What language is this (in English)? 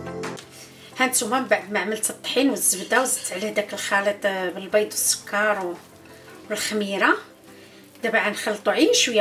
Moroccan Arabic